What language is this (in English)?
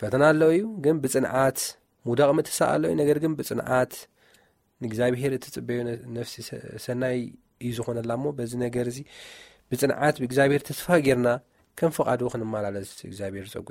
Tigrinya